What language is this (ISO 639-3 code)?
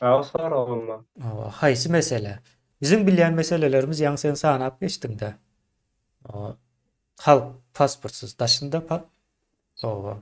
tuk